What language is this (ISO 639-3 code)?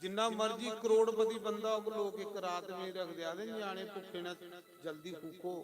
doi